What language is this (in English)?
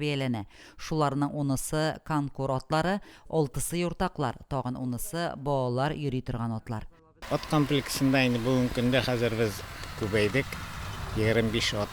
Tatar